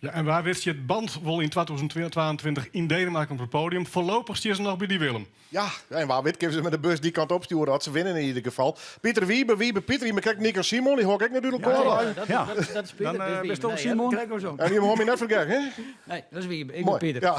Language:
Western Frisian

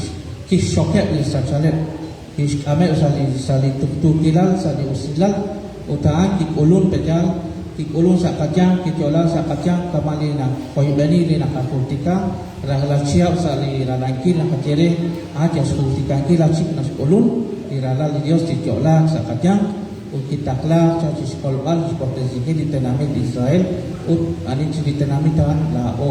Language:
Kekchí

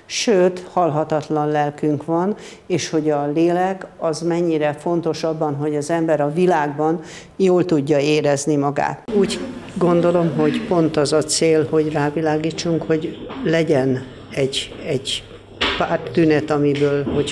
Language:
Hungarian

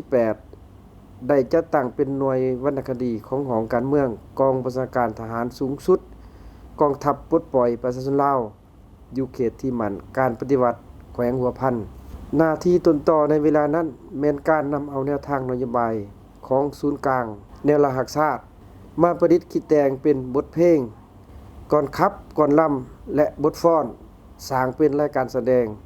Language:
Lao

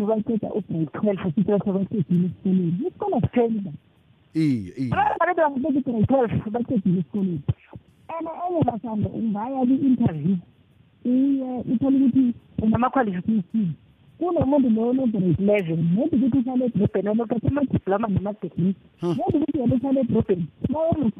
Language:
South Ndebele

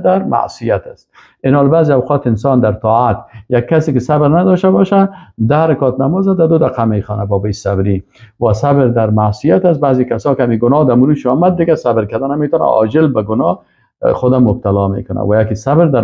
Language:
Persian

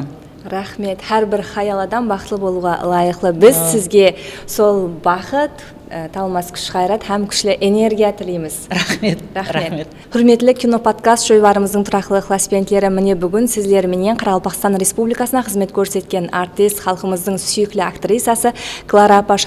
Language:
Kara-Kalpak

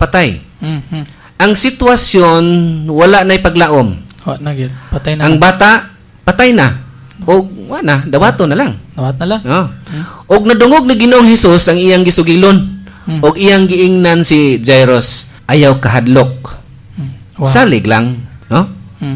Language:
Cebuano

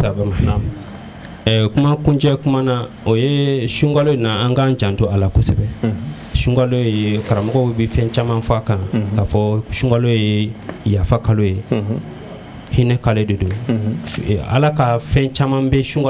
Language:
Bambara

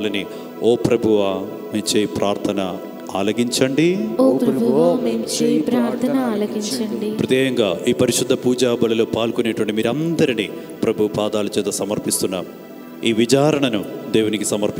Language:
Telugu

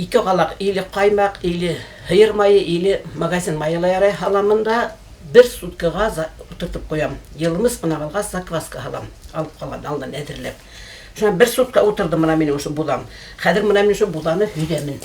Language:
Bashkir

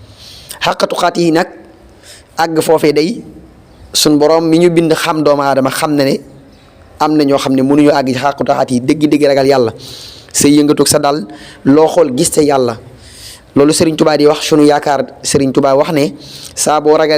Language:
Wolof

